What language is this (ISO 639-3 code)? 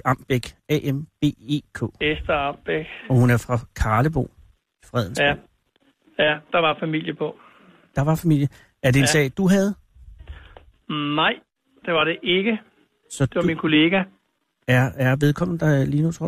dan